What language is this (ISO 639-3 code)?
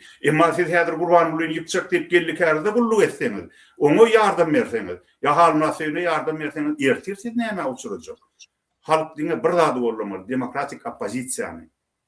tuk